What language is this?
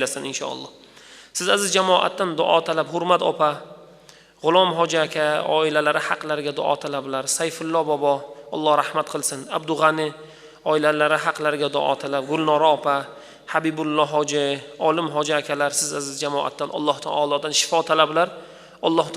Uzbek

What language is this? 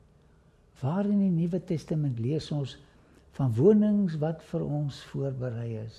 Afrikaans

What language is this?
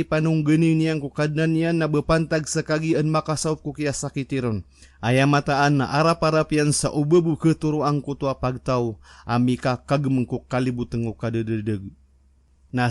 Maranao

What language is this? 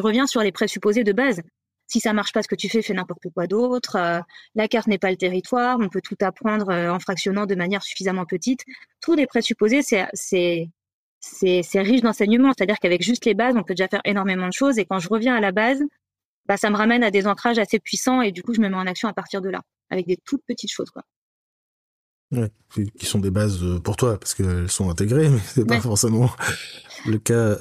French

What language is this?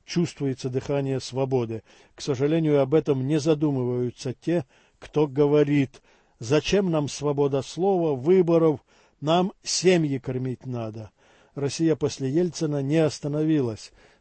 Russian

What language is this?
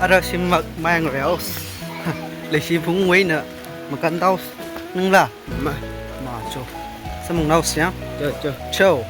Tangkhul Naga (India)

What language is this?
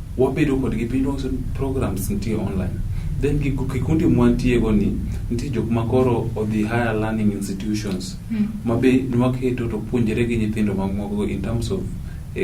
Luo (Kenya and Tanzania)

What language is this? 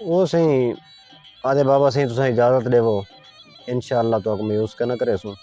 Saraiki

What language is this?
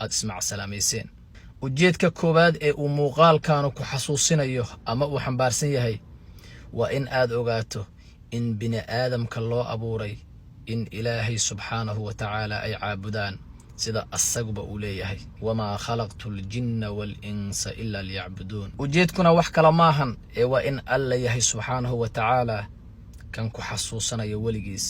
Somali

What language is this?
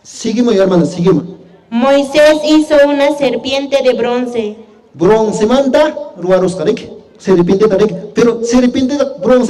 Quechua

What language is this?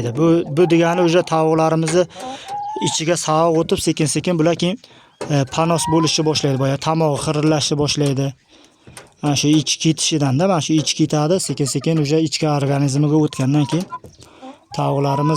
Uzbek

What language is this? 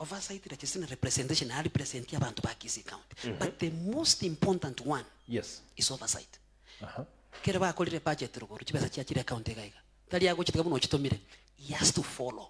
Gusii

